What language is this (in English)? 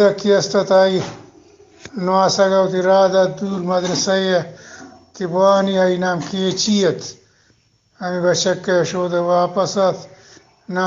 Eastern Balochi